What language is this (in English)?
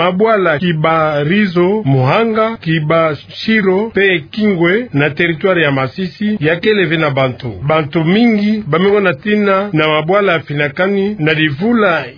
Kituba (Democratic Republic of Congo)